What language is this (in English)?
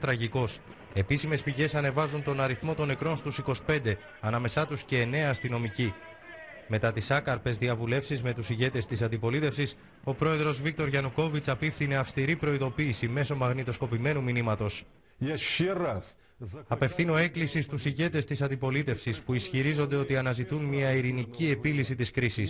Greek